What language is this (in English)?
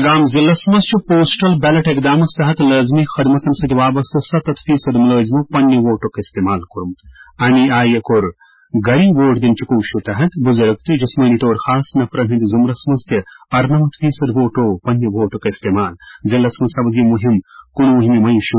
Kashmiri